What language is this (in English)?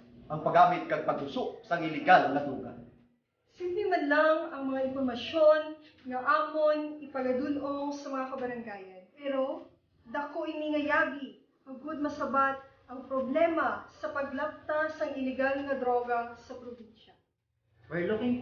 Hiligaynon